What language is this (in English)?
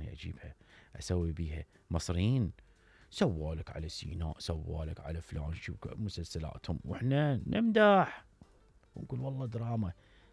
Mesopotamian Arabic